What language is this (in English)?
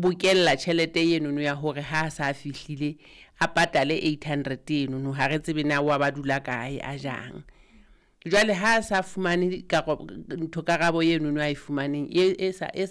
Southern Sotho